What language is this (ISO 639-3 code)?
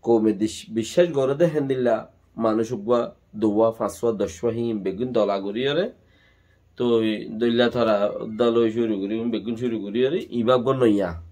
rhg